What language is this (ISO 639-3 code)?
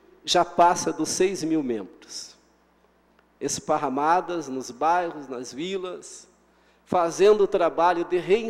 por